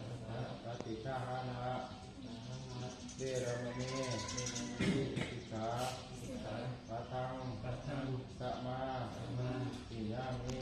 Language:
Pali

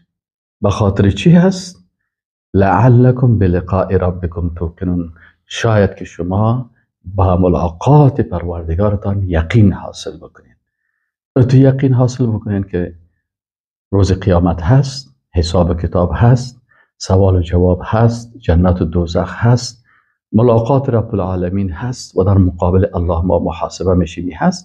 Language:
Persian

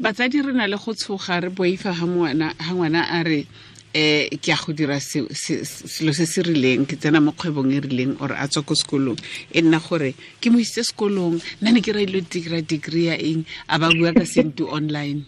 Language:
Tswana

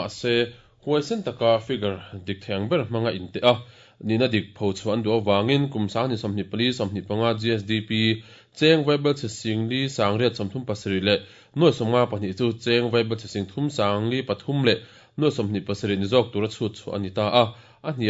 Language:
Mizo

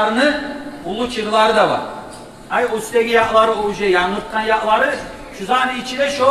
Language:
Kumyk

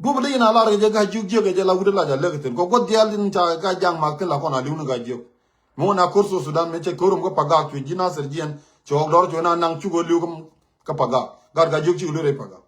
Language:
Nuer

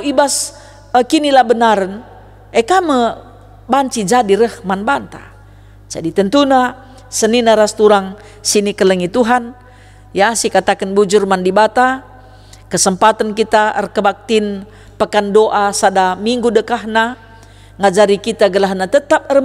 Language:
Batak Karo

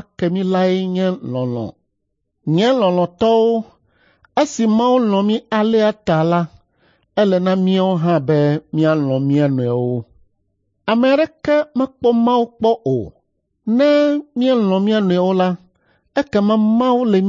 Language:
Ewe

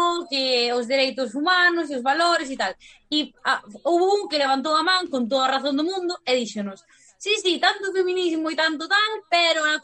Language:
Galician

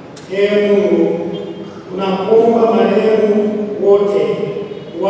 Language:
Swahili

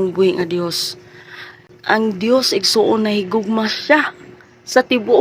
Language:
Cebuano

